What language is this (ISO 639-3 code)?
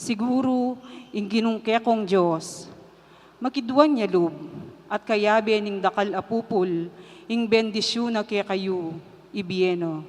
pam